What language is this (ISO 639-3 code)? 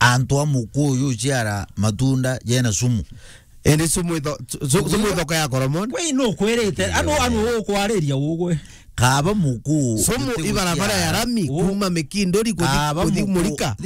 mer